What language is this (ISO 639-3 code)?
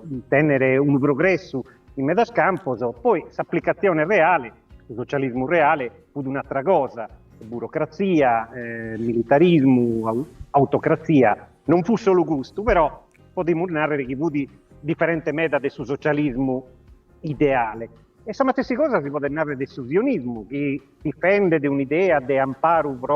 srd